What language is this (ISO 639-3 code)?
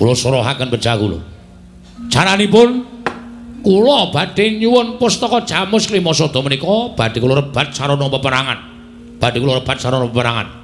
jav